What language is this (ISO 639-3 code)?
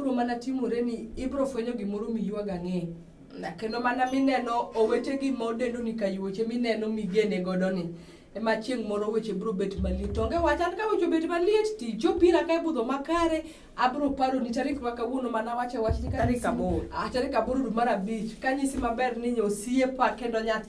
luo